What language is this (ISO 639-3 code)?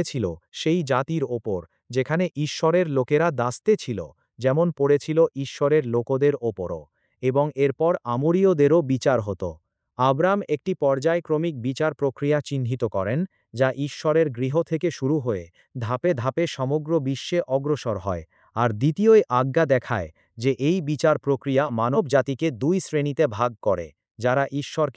ben